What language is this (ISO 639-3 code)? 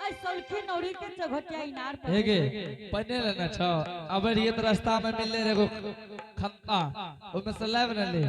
anp